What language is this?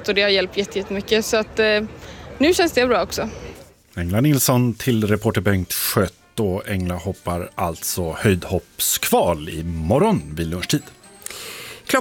Swedish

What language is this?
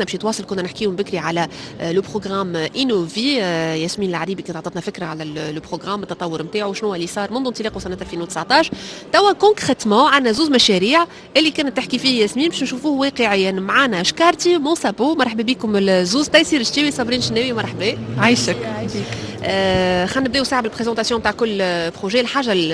Tunisian Arabic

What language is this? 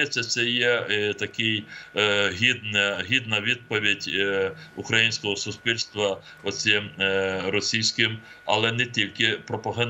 Ukrainian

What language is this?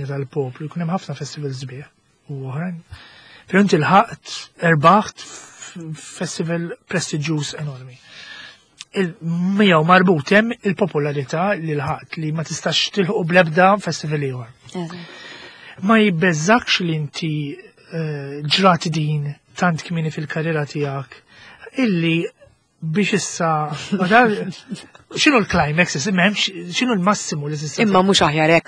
Maltese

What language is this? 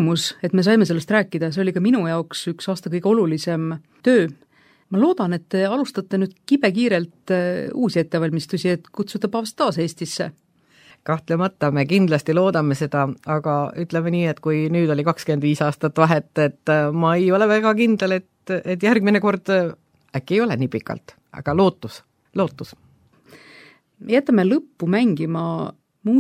Estonian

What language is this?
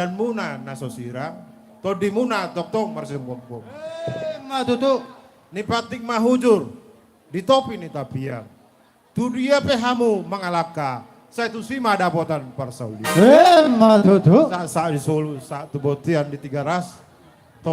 Batak Toba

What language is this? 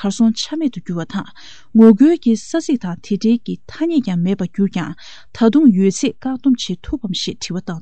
Tibetan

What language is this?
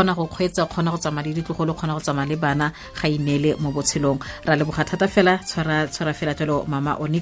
Tswana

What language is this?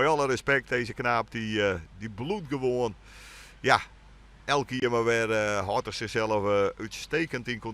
Western Frisian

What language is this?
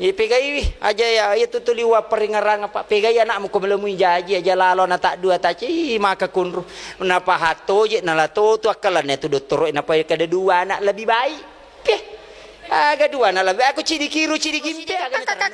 Buginese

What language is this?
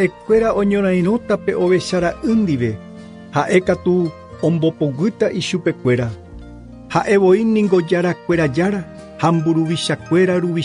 Guarani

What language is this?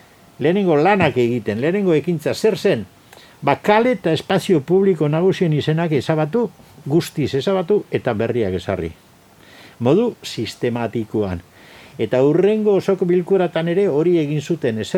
Basque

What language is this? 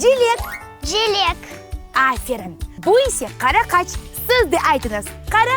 Crimean Tatar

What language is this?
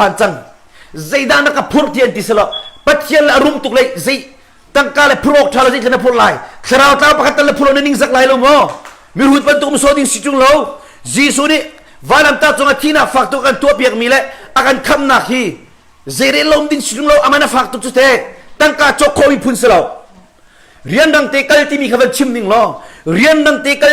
Hakha Chin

